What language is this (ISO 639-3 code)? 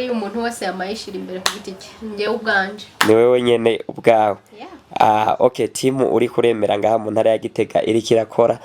run